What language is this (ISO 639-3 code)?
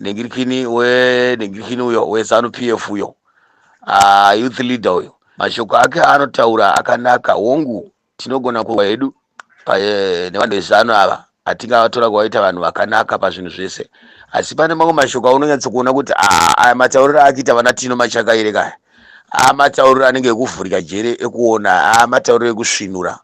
sna